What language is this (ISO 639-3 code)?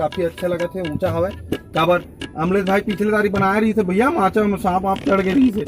hne